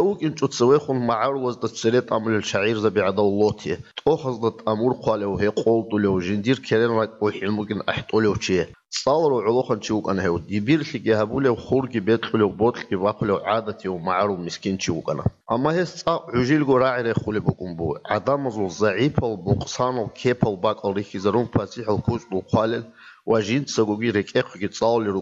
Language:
Avaric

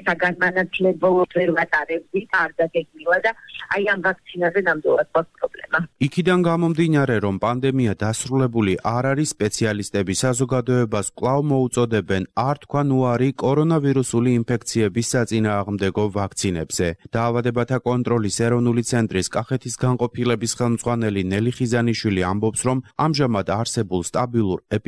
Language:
Georgian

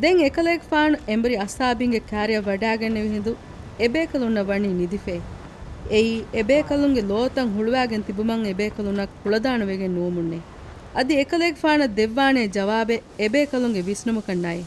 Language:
Divehi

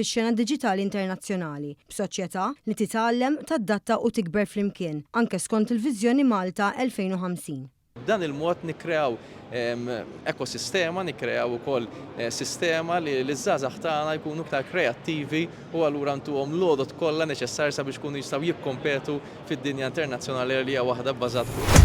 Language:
Maltese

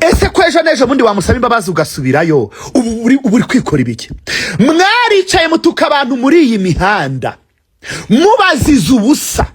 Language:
Kinyarwanda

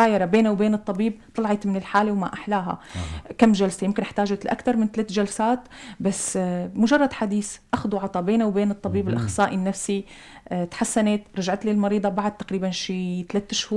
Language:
North Levantine Arabic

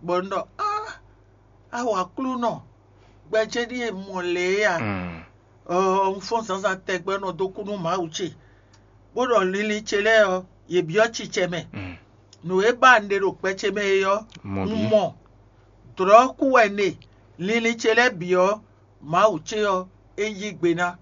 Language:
Fon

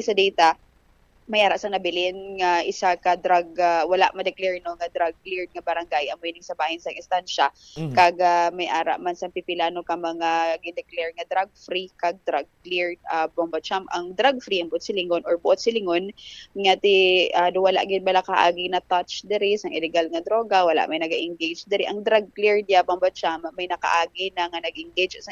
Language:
Hiligaynon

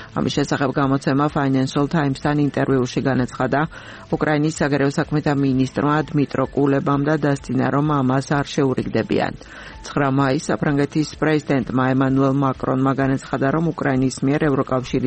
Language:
Georgian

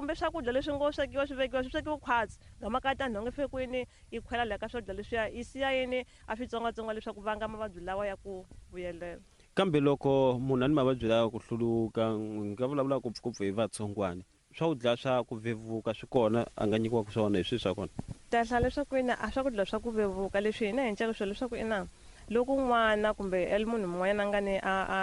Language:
Tsonga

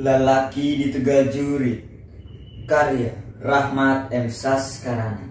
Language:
Sundanese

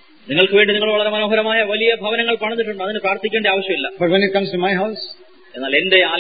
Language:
Malayalam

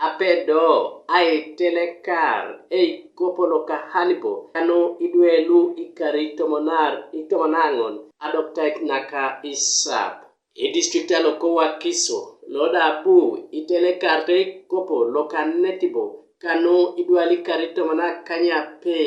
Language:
Teso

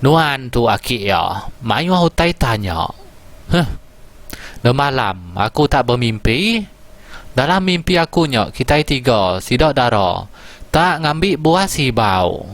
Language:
Iban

